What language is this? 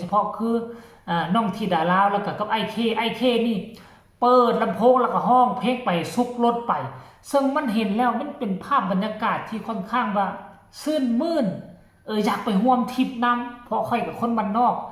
Northeastern Thai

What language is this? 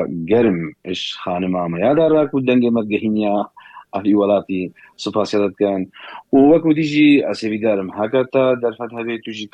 Kurdish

